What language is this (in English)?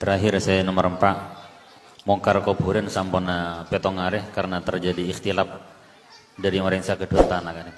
Madurese